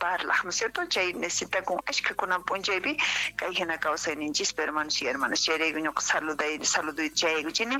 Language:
Quechua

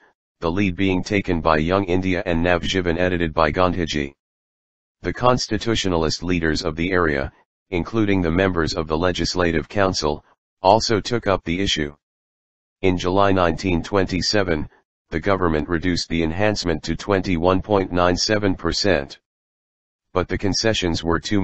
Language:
English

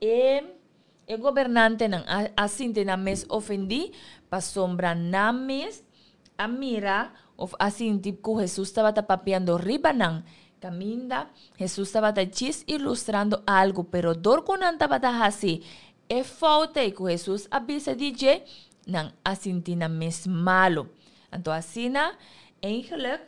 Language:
Papiamento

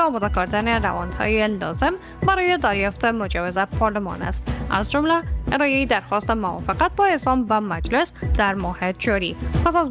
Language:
Persian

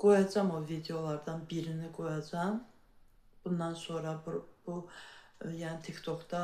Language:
Azerbaijani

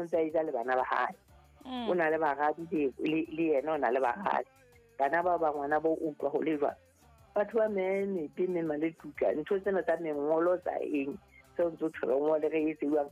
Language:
Southern Sotho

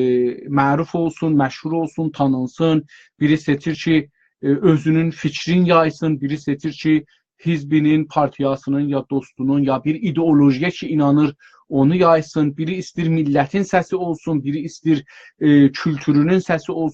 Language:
South Azerbaijani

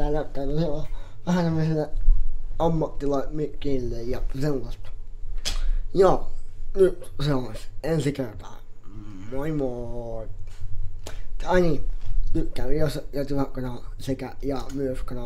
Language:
Finnish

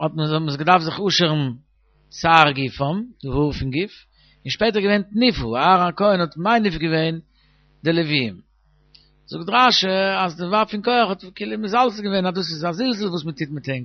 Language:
Yiddish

